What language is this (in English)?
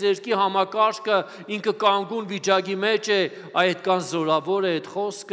Armenian